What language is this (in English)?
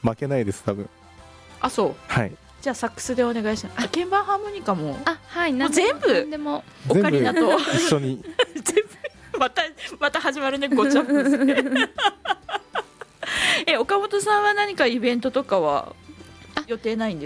Japanese